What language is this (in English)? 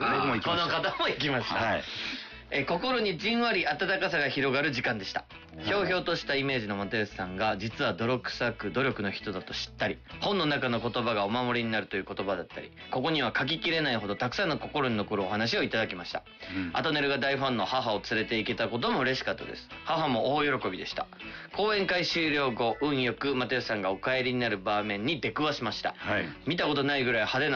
Japanese